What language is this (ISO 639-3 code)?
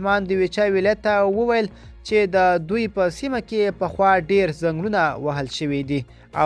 pus